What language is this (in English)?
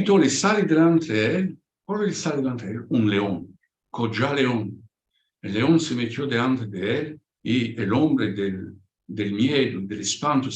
Ladino